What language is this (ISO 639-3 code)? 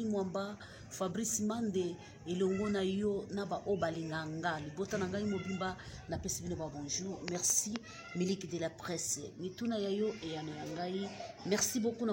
lin